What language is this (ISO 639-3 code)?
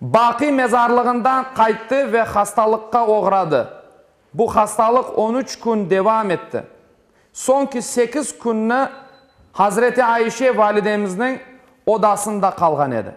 crh